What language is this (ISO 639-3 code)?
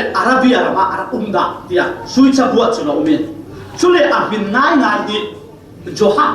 cfm